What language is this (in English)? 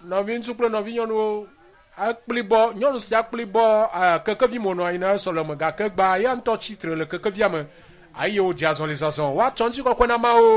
Ewe